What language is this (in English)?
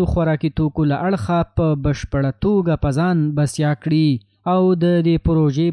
Pashto